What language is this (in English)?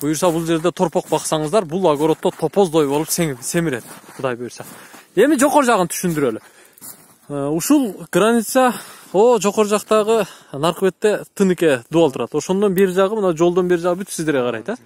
Kyrgyz